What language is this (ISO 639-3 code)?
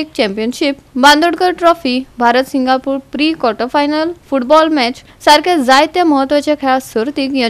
kok